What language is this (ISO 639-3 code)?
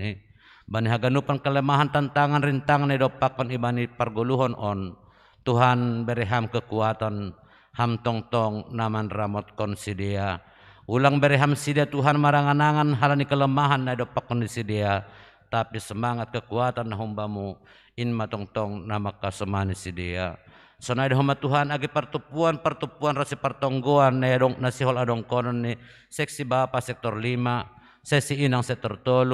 bts